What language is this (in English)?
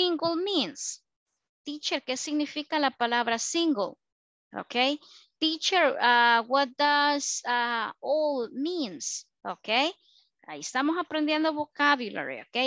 Spanish